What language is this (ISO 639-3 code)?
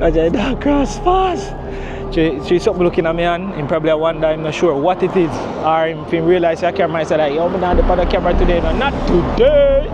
jam